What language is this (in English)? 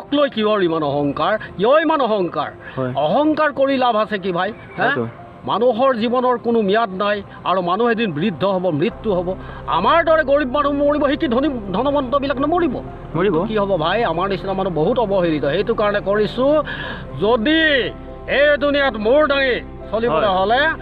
Assamese